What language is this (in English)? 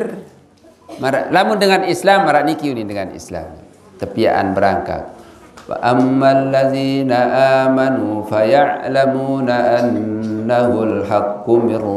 Sasak